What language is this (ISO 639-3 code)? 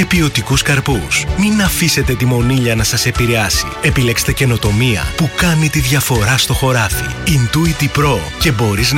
ell